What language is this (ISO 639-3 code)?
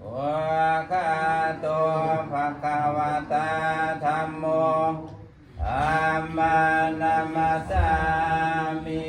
pli